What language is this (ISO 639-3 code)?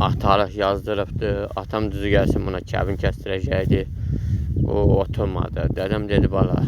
aze